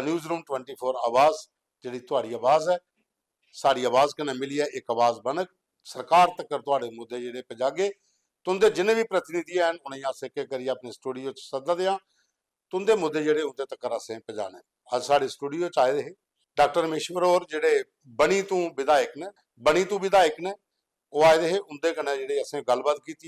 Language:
Dogri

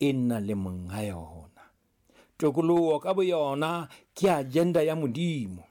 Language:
Southern Sotho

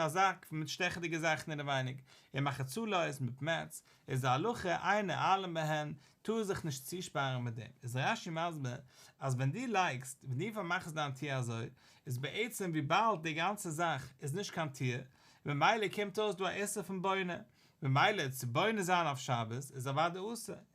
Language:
Yiddish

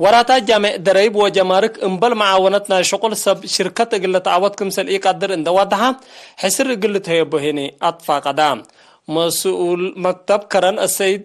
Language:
Tigre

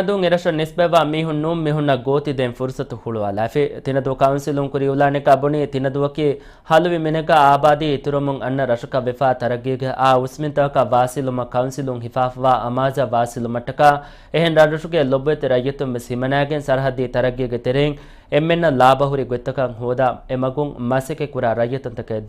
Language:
Divehi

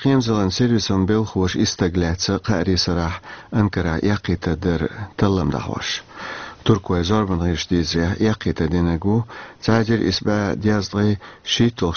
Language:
Chechen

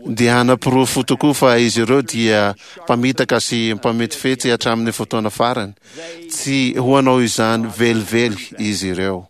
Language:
Malagasy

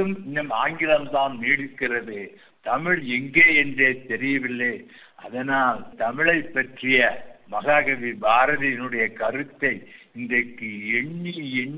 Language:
Tamil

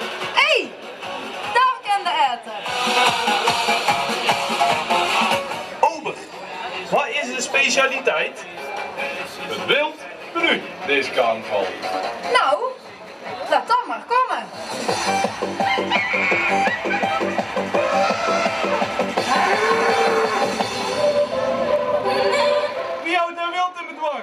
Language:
Dutch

